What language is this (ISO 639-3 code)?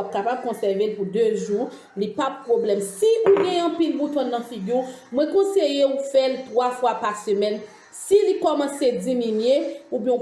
hat